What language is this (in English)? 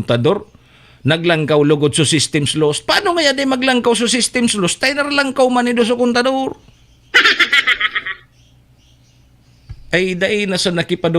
Bikol